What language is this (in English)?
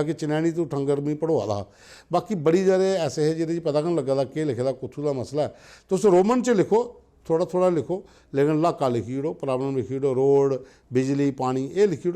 Dogri